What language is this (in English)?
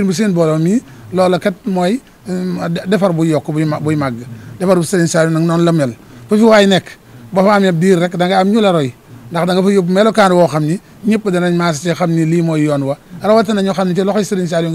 Wolof